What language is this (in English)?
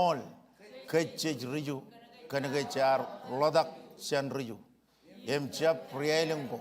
Marshallese